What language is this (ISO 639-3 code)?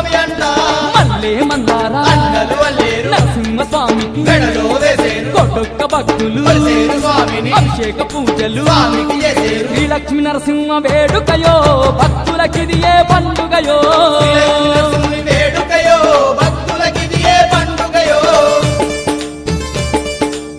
tel